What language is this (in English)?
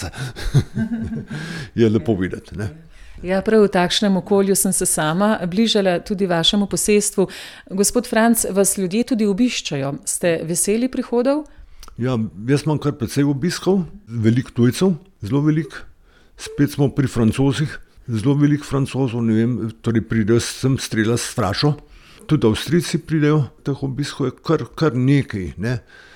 Slovenian